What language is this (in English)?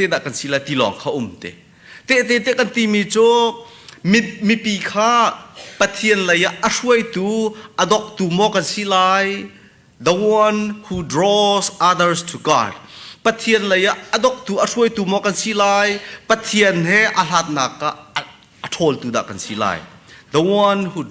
Hakha Chin